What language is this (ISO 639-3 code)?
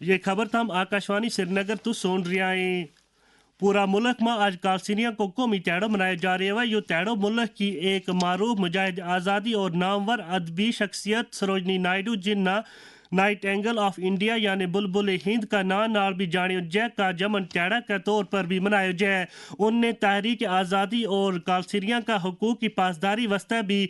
gju